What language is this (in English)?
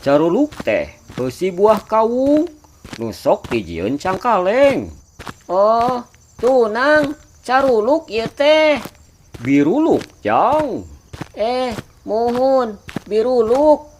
Sundanese